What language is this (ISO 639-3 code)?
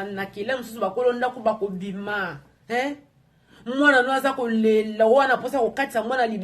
lin